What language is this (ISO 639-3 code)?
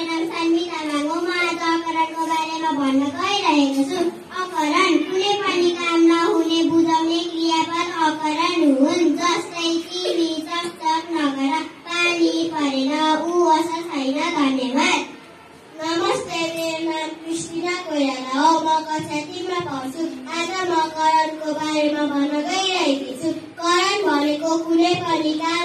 nep